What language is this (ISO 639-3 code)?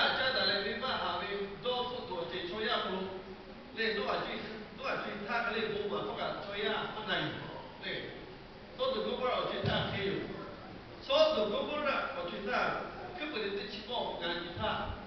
lhu